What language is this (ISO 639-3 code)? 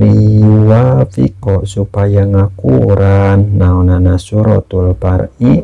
sun